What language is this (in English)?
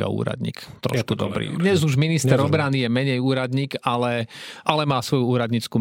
Slovak